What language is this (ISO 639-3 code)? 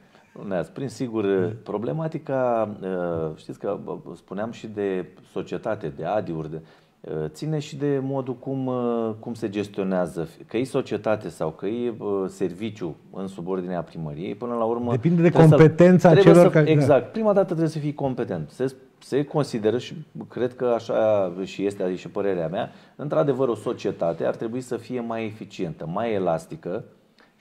ron